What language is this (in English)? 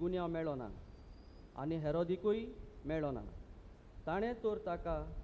Konkani